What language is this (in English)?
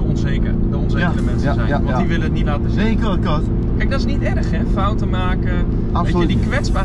Dutch